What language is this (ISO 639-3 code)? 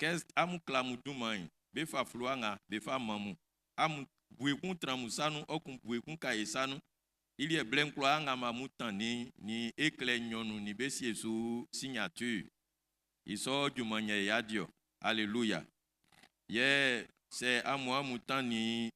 bci